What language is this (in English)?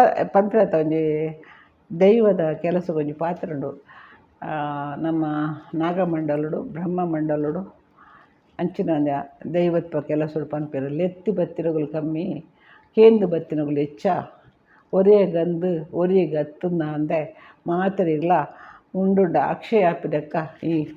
Tulu